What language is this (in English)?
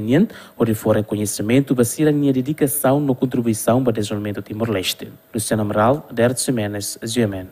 Tetum